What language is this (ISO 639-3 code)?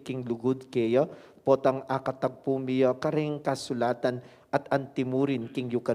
pam